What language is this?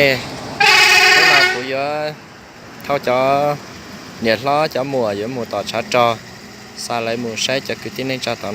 Hmong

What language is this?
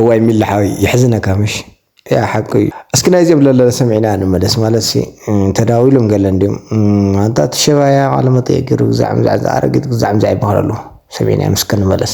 Tigrinya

